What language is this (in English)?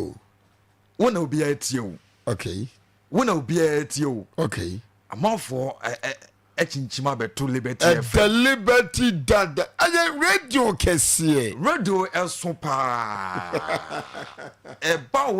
Akan